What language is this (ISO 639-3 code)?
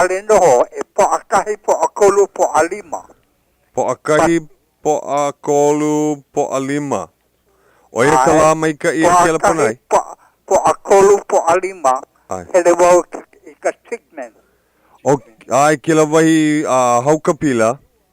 haw